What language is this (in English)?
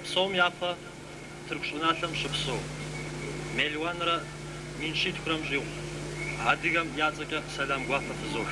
Kabardian